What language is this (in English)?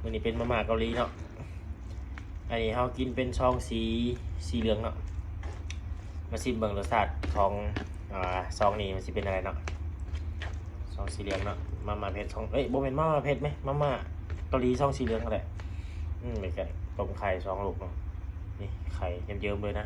Lao